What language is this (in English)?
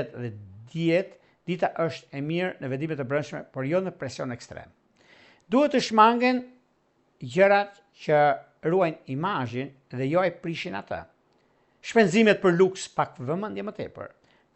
Albanian